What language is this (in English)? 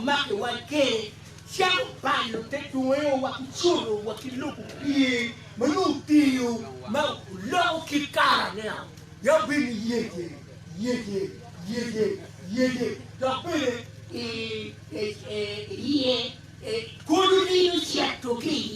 Acoli